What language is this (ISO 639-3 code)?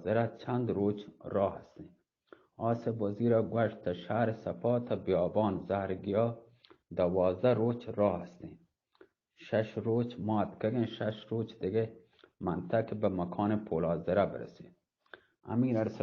bgp